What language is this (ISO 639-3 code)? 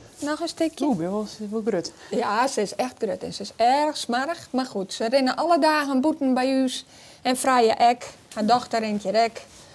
fry